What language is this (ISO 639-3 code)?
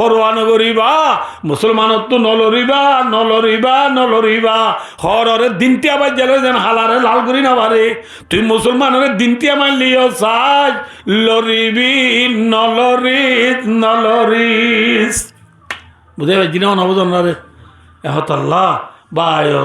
rhg